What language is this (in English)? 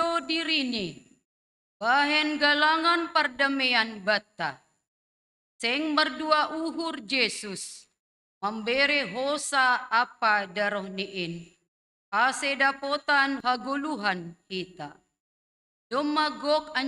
Batak Simalungun